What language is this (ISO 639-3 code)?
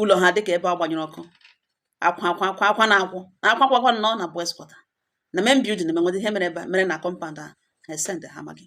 ibo